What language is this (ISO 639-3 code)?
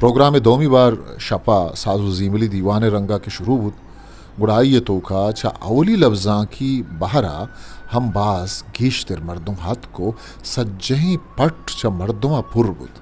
bgp